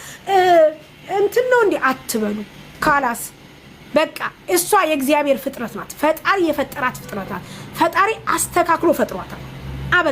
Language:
Amharic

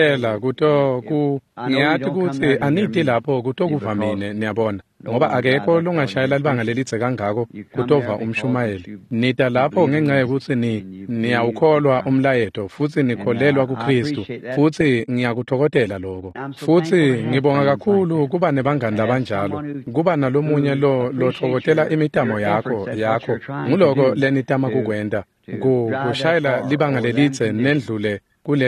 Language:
Swati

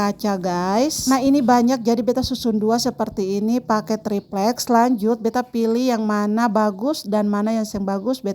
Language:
Ambonese Malay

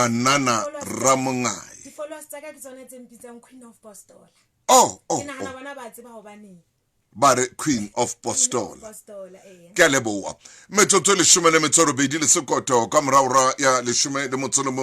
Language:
Southern Sotho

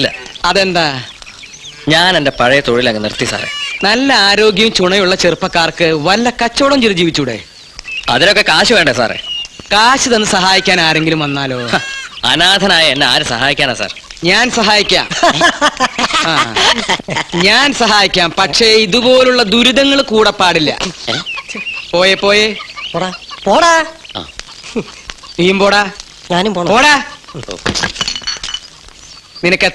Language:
Malayalam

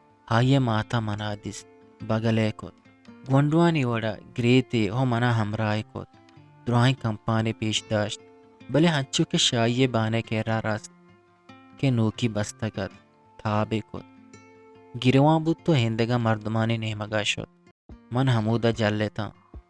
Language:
Eastern Balochi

